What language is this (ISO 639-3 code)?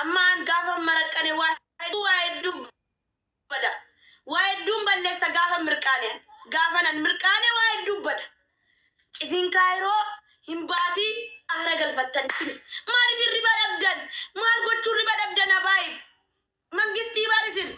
orm